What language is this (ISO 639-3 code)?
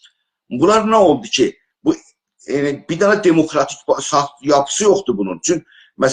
azb